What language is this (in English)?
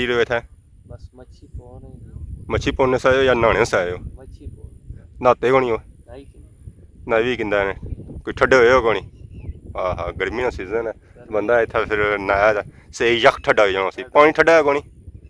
Pahari-Potwari